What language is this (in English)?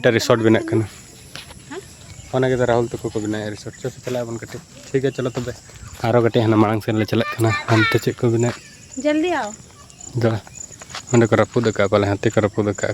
Santali